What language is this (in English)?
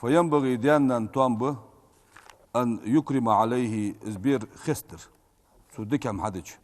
Ingush